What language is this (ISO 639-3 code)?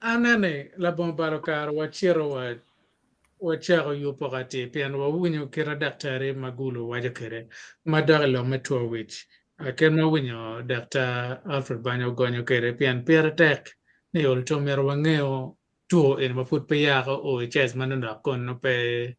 ach